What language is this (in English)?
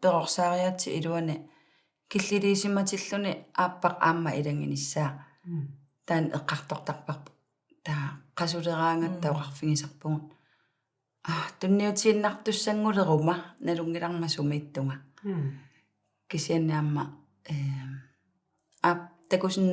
Kalaallisut